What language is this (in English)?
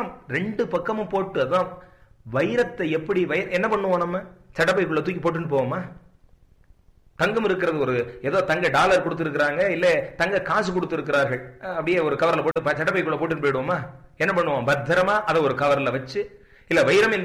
Tamil